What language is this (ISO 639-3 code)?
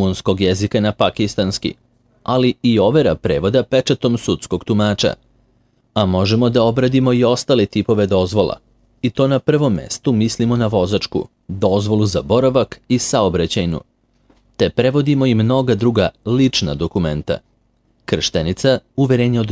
srp